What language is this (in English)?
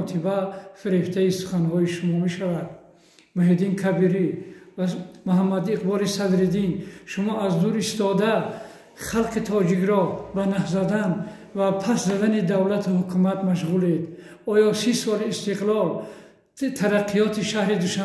Tajik